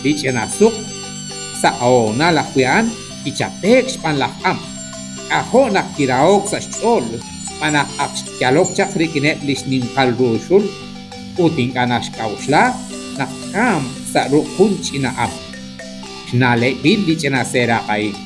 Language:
Kekchí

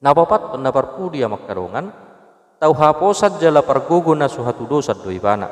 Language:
Batak Toba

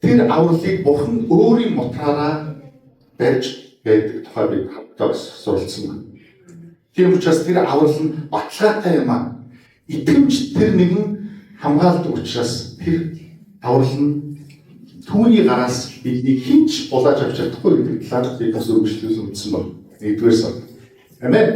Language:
Mongolian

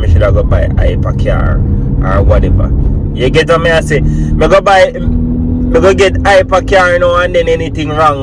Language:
Jamaican Creole English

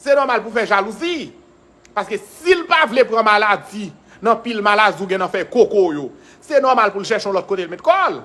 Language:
Haitian Creole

